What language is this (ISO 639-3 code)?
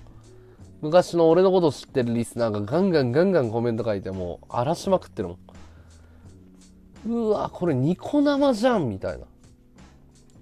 jpn